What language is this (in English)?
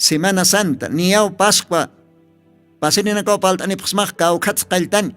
Aymara